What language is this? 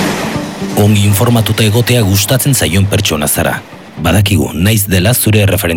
Basque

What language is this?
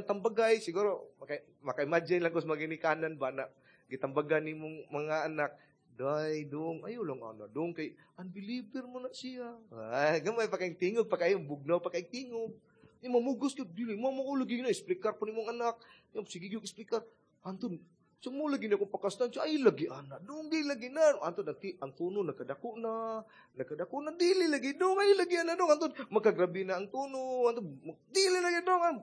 Cebuano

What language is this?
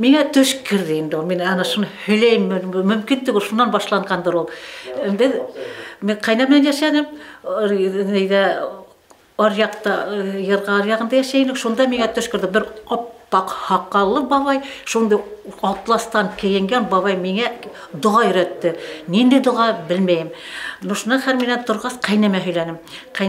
Bashkir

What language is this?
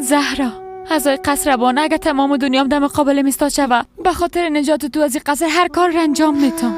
Persian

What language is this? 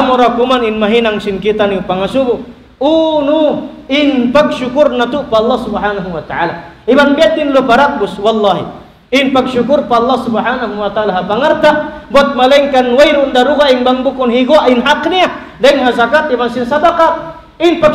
Tausug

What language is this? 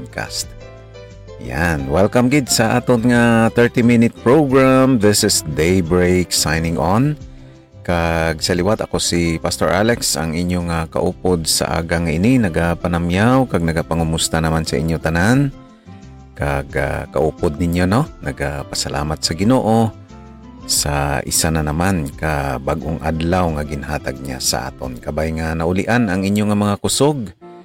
Hiligaynon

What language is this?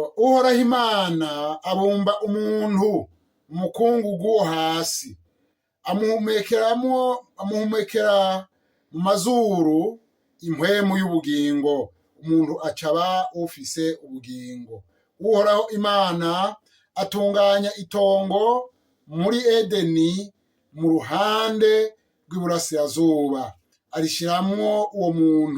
Rundi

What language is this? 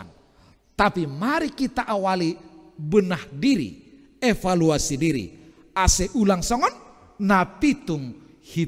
Batak Simalungun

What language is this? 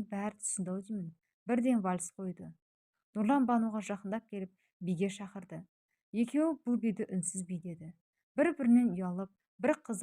Kazakh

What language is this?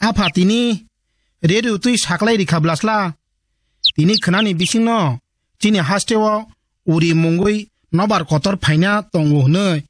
Kok Borok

